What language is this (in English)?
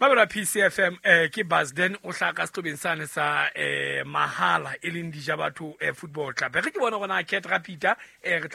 Southern Sotho